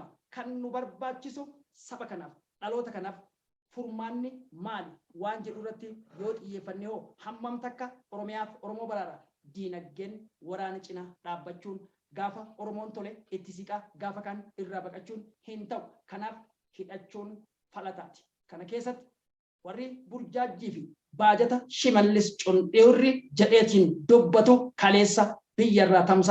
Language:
Oromo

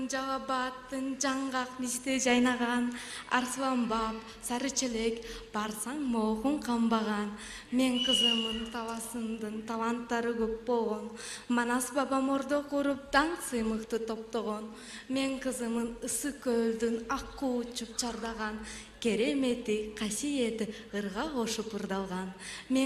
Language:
Kyrgyz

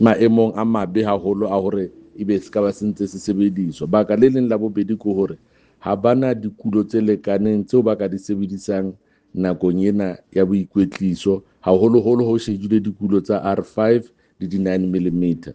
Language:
Southern Sotho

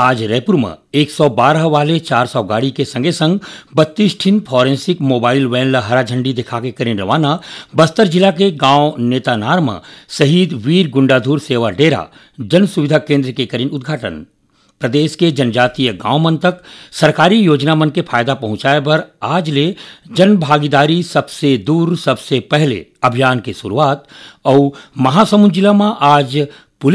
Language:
Chhattisgarhi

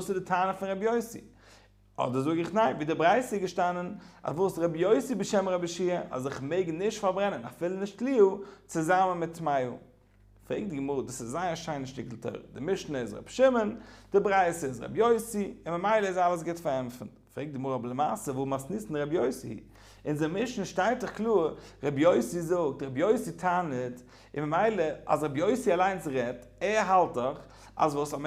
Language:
Yiddish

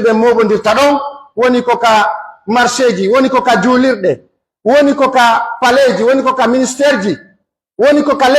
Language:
Pular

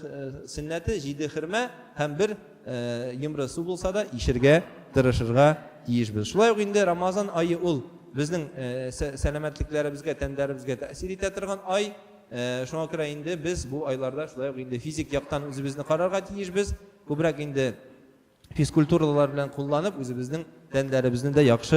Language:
Tatar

